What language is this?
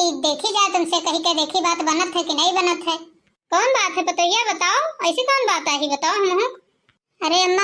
Awadhi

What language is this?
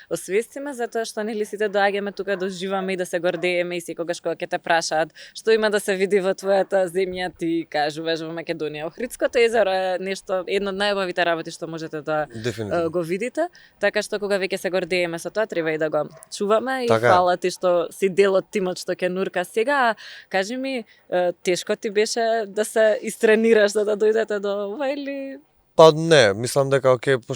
Macedonian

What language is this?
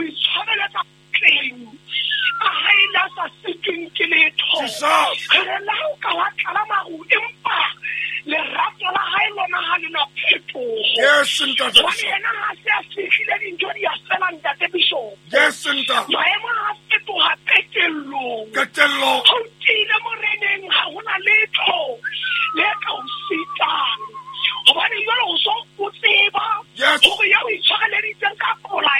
Southern Sotho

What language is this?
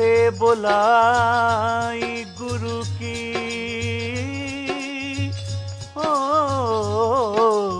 Punjabi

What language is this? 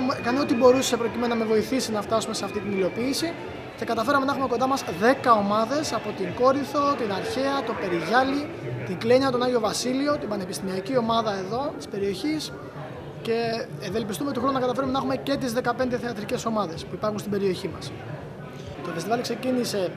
Greek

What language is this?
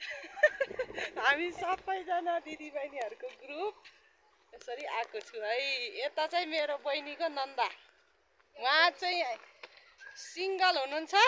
Nepali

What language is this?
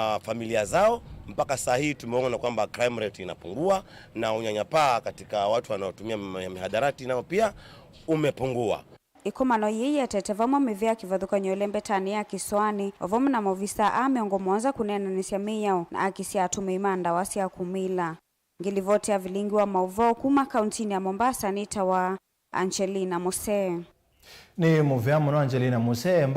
Kamba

